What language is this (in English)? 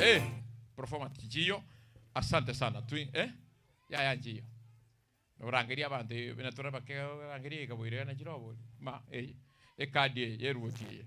Gusii